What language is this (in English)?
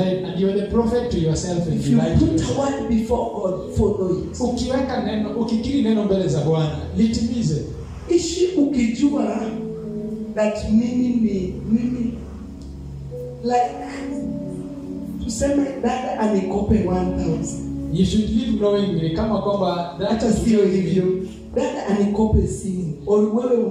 Swahili